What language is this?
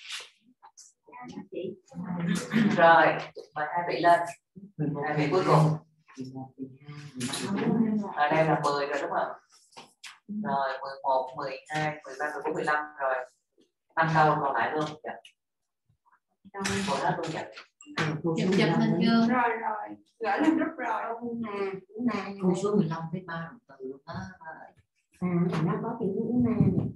Vietnamese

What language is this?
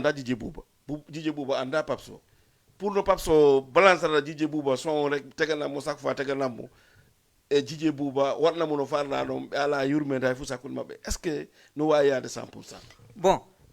Fula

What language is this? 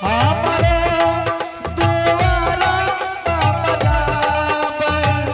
Angika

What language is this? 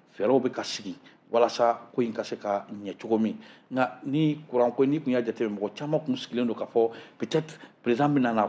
Bambara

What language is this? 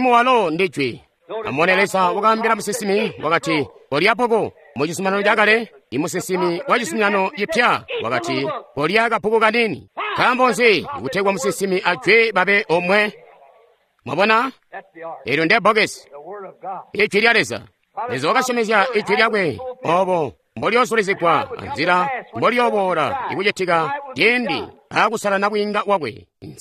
Tonga (Zambia)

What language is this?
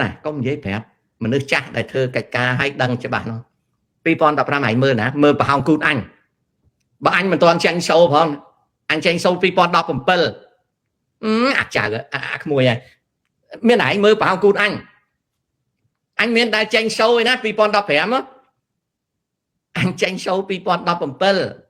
Khmer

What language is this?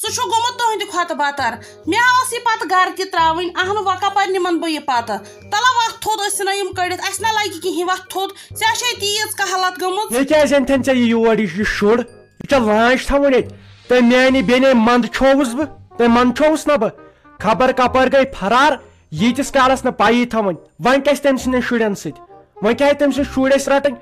Kashmiri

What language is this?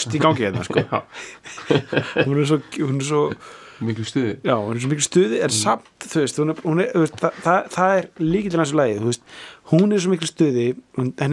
Icelandic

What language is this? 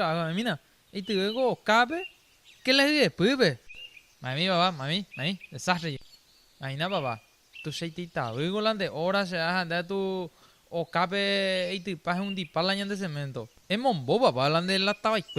Guarani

